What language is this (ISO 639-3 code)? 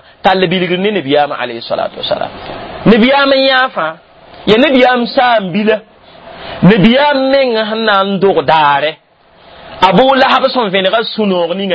mos